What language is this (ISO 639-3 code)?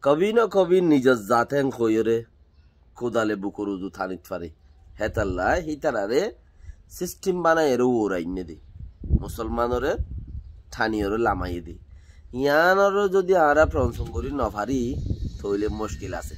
rhg